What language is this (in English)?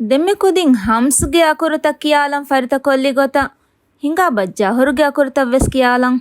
Divehi